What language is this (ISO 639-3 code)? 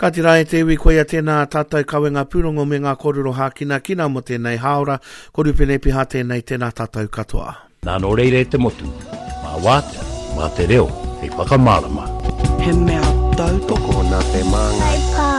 mri